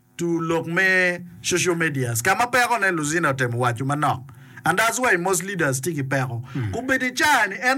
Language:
Acoli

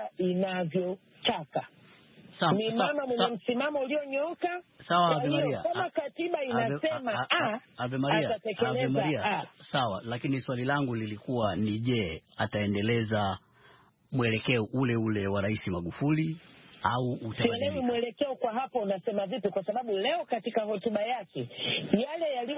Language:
Swahili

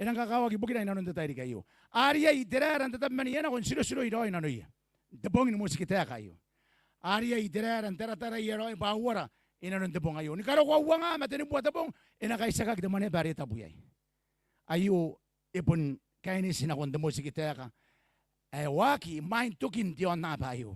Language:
Gilbertese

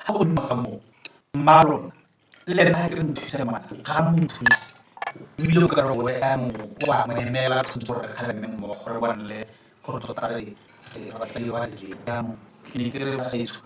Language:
Tswana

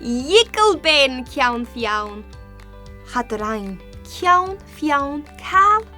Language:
Scottish Gaelic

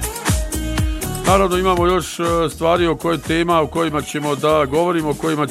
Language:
Bosnian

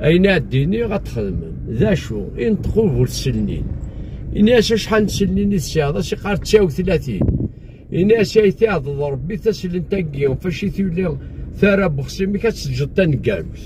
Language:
Kabyle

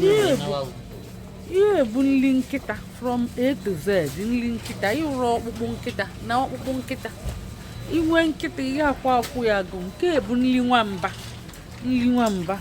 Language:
Igbo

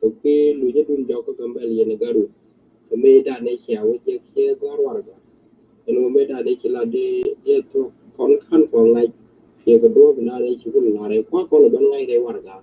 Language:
Nuer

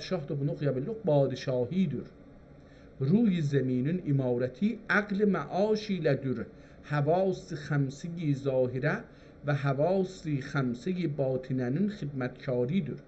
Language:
South Azerbaijani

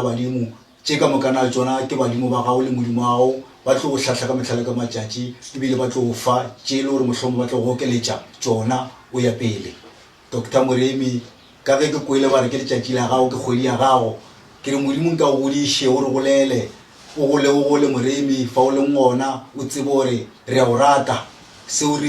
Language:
Northern Sotho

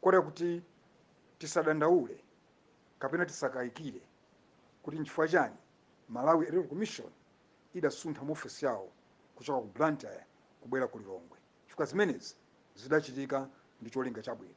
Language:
Nyanja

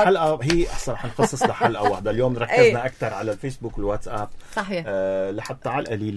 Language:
North Levantine Arabic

